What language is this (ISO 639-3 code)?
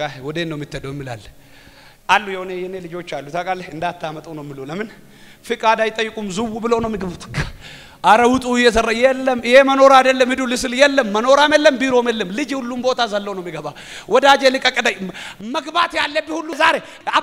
amh